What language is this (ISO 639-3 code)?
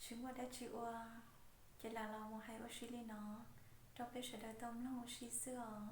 hmn